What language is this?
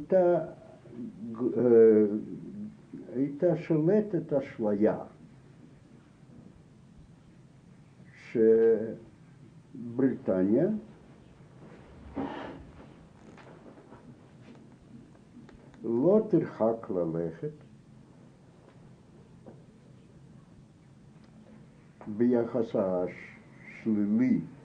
Hebrew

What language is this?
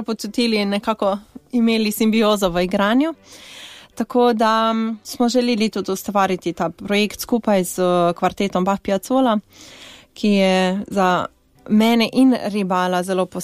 Slovenian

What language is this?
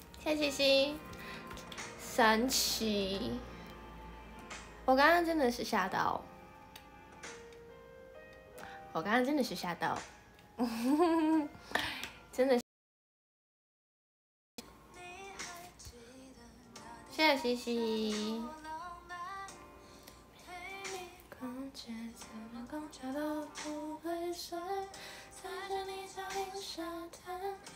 Chinese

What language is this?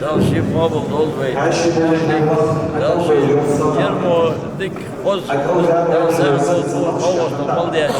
Ingush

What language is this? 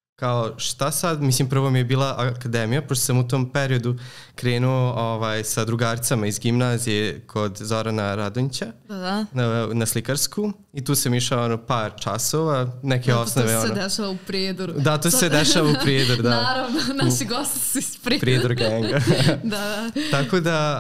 Serbian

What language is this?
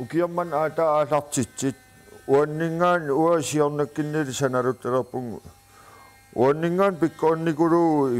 Kalaallisut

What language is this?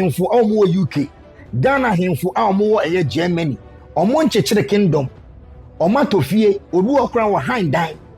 Akan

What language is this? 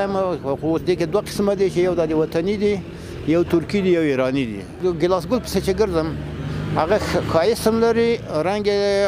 Pashto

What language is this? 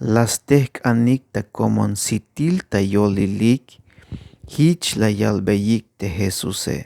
Tzeltal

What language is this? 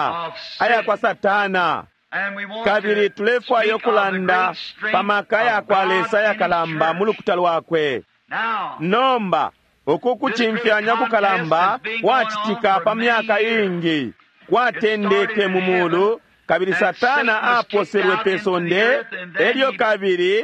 Bemba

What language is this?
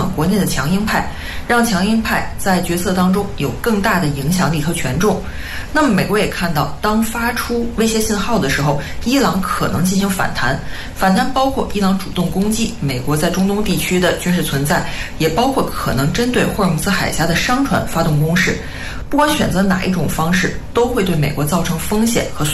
Chinese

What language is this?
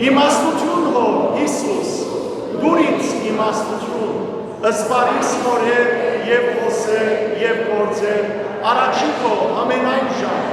Western Armenian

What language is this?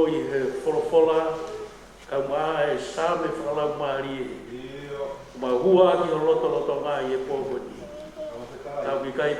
Tongan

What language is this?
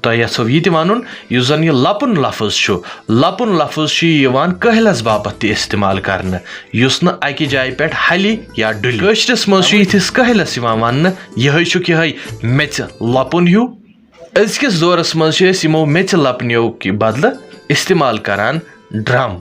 Kashmiri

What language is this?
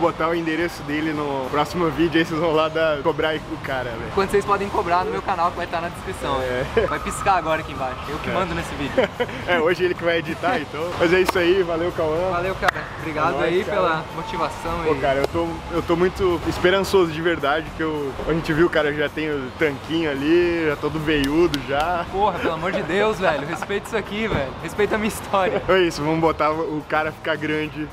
Portuguese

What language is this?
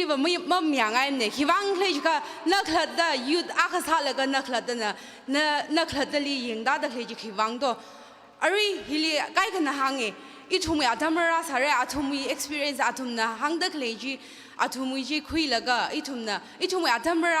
Tangkhul Naga (India)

